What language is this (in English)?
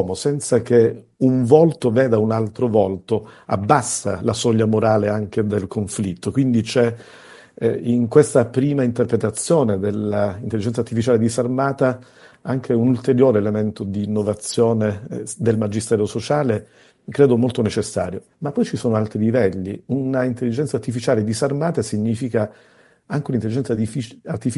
Italian